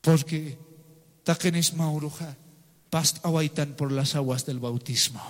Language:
Aymara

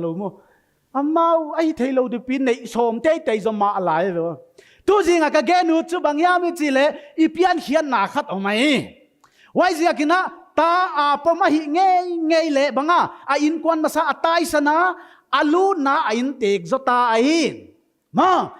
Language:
Paite Chin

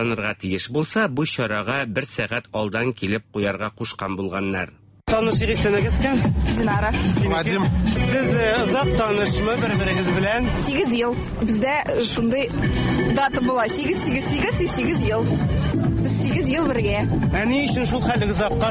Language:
Tatar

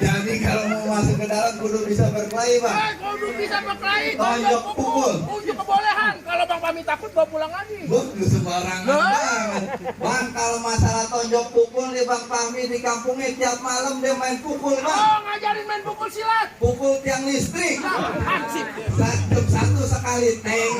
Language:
Betawi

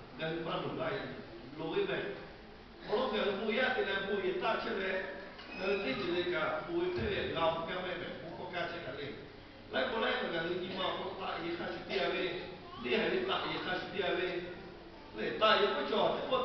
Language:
Lahu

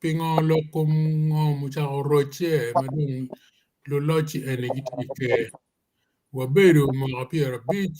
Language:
Acoli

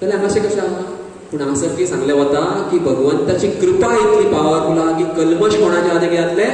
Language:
Konkani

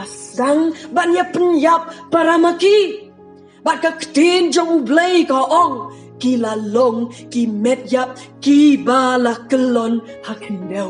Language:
Khasi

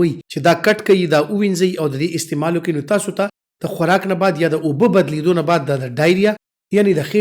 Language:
Pashto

